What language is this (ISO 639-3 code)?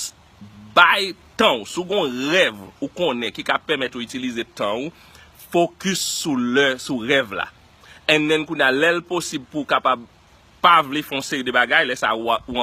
hat